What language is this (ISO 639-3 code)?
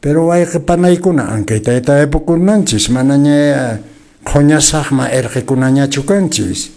que